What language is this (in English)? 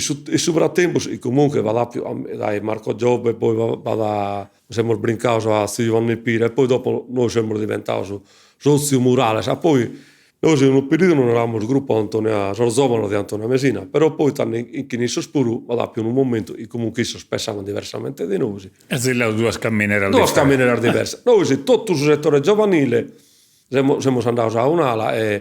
Sardinian